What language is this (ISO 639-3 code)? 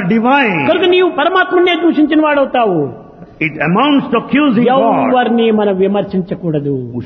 tel